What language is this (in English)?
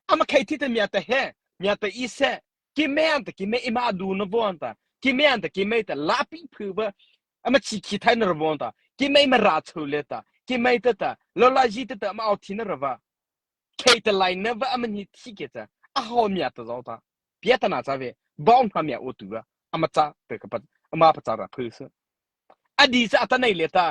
Mara Chin